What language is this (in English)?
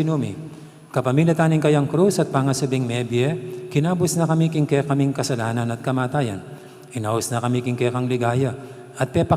Pampanga